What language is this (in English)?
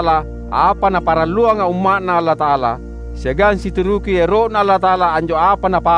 Makasar